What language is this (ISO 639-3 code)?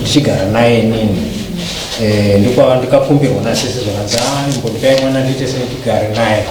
sna